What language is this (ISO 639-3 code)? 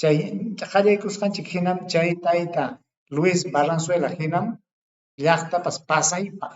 quy